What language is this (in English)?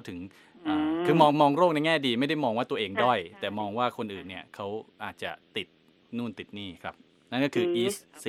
Thai